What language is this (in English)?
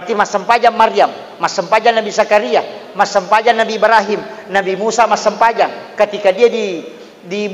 Buginese